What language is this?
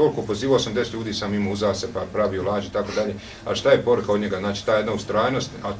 Bosnian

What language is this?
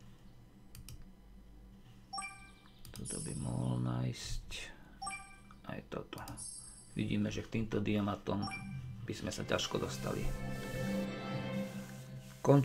Slovak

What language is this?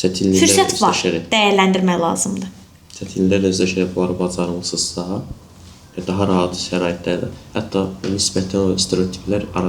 Azerbaijani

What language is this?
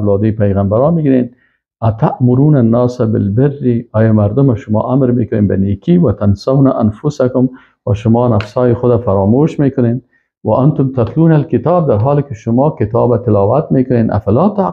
Persian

